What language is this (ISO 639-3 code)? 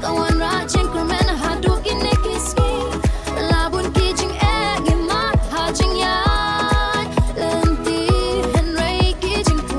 kha